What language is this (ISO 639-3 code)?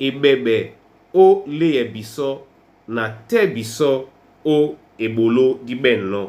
dua